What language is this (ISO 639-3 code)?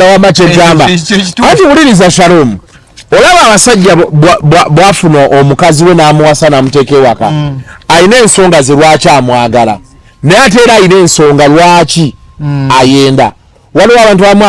lug